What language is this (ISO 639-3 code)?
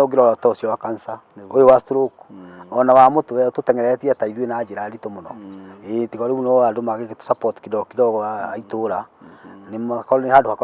kik